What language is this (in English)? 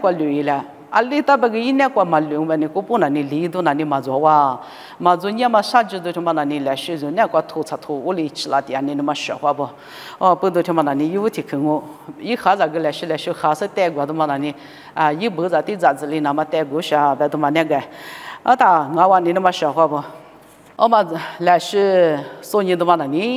Lisu